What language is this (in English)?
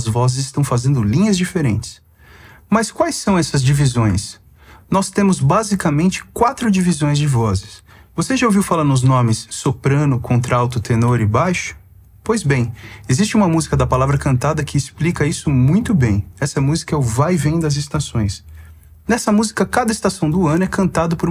Portuguese